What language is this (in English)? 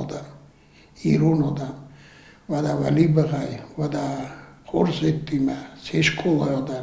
Ossetic